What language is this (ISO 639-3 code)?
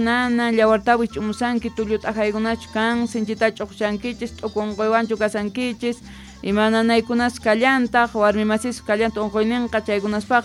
quh